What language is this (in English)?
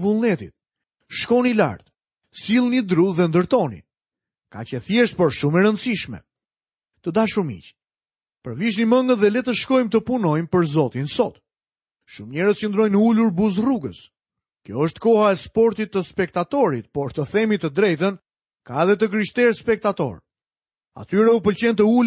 Albanian